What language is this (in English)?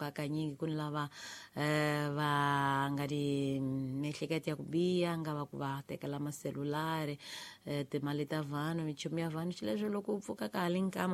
Tsonga